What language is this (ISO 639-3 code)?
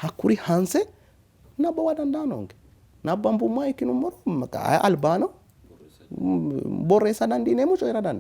sid